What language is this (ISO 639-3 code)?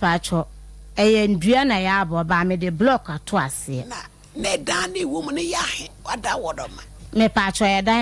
aka